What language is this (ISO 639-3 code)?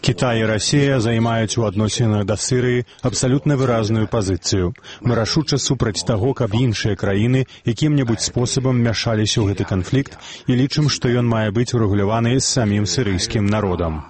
bel